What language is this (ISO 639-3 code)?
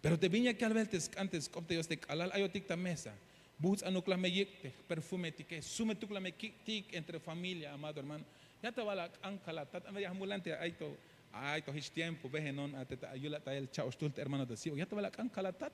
tzh